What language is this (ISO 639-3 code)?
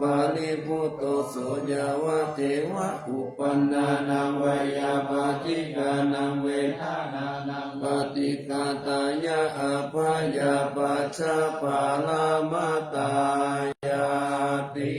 pli